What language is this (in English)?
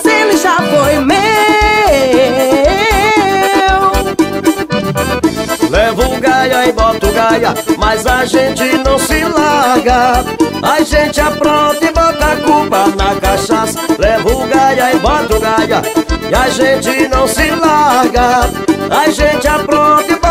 Portuguese